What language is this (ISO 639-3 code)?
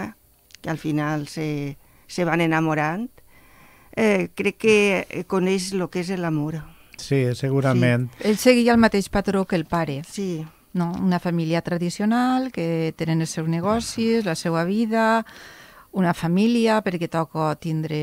cat